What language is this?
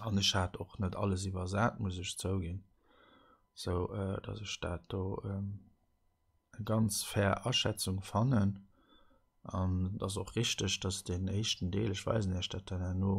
Luxembourgish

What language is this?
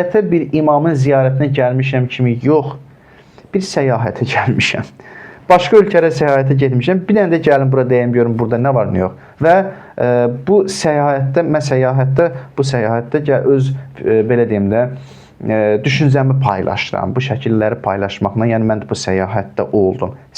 Azerbaijani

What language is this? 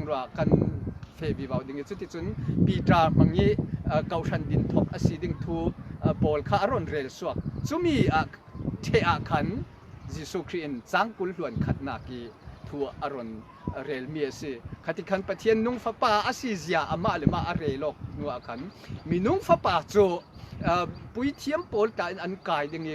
Falam Chin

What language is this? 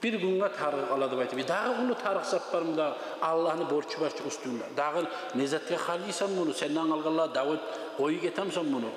Kumyk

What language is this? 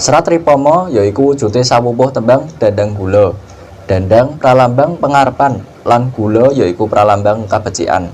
Javanese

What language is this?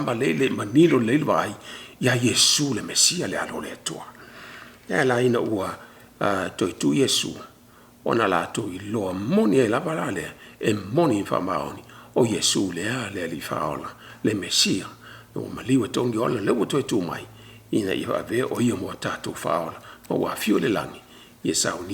Samoan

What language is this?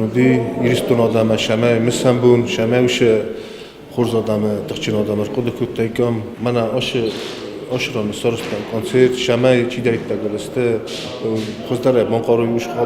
Ossetic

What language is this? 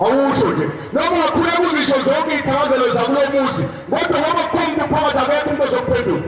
Zulu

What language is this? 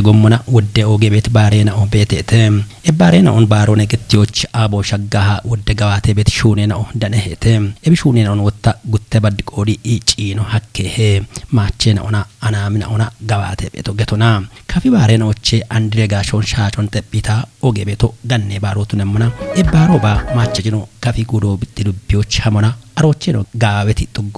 Kafa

